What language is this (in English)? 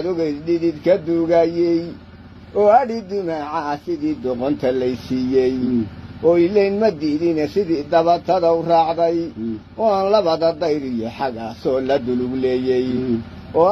Somali